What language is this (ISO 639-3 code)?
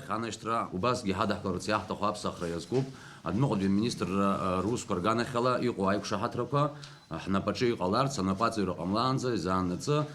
abk